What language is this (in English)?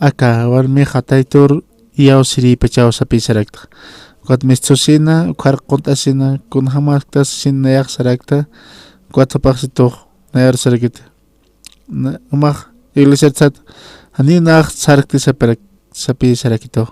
Aymara